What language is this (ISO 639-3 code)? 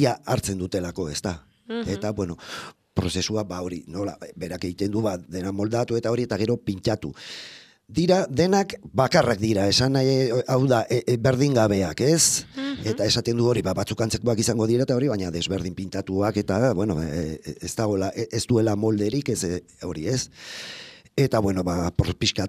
eus